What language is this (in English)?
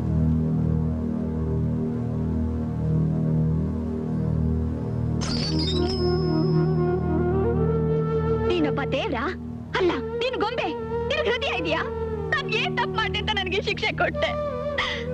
Kannada